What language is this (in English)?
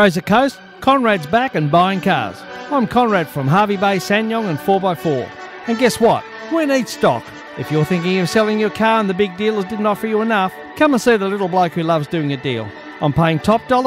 English